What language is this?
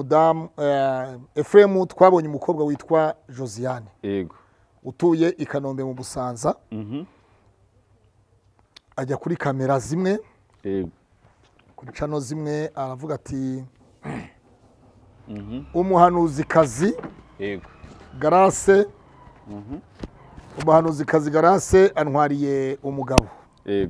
Kinyarwanda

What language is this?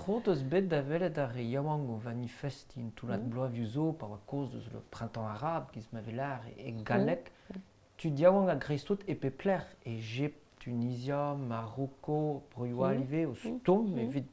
Breton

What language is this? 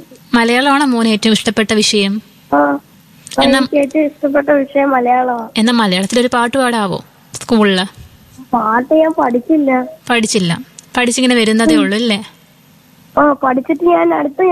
Malayalam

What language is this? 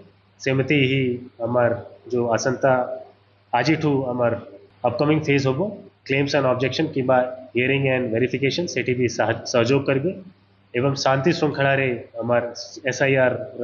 Odia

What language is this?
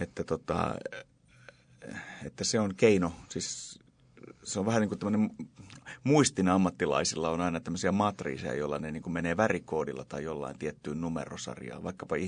Finnish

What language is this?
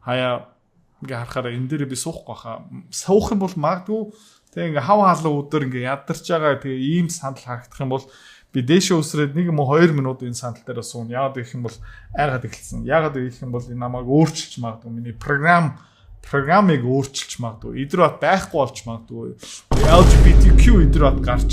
Mongolian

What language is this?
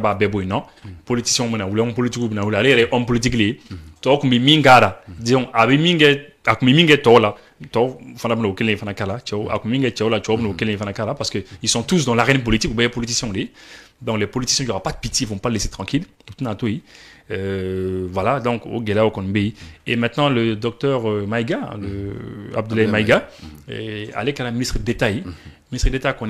Bambara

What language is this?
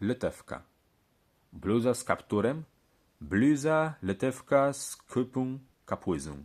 Kashubian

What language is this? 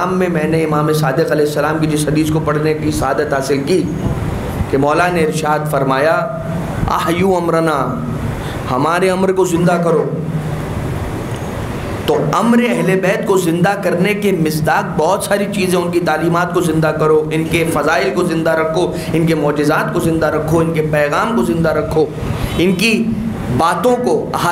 Urdu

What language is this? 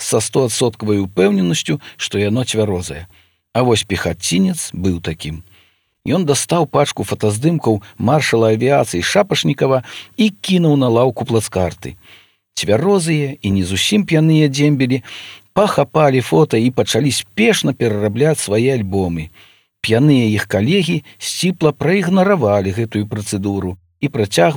Belarusian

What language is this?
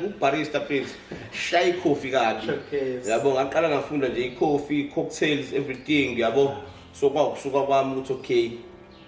Zulu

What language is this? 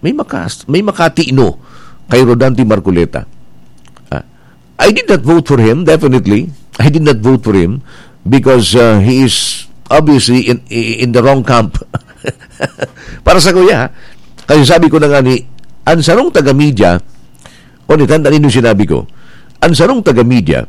Bikol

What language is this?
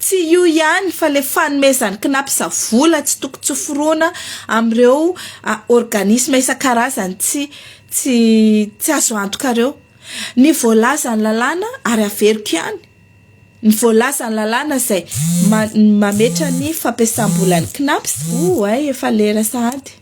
Malagasy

